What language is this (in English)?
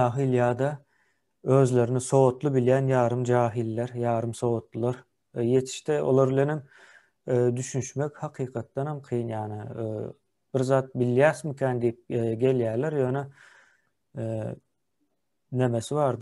Turkmen